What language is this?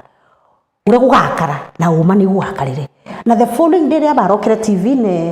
Meru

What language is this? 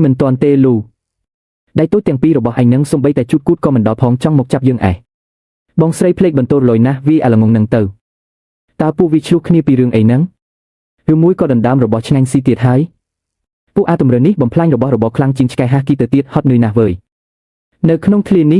Khmer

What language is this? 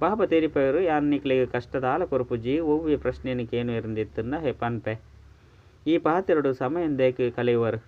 Tulu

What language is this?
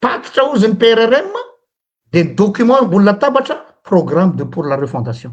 Malagasy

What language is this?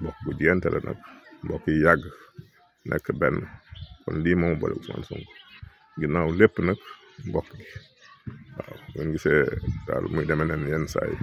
Wolof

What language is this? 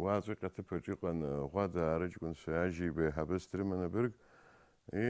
Abkhazian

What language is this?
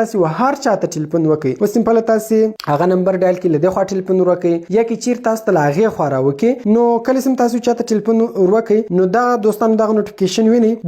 Pashto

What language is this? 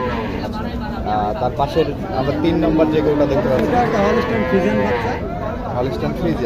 Bangla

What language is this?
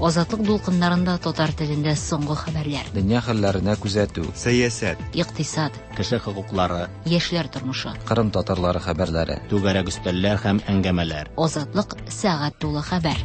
Tatar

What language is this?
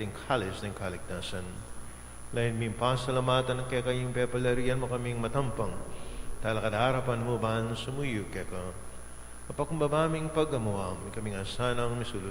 Pampanga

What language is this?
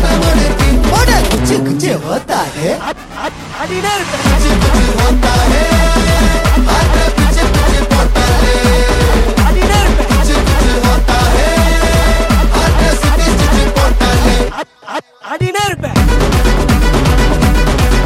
Tamil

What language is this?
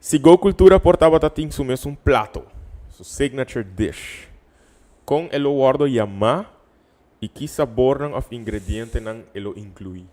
Papiamento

